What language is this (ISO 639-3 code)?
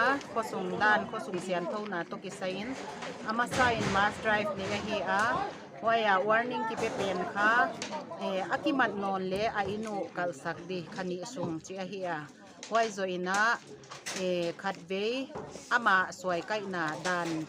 pck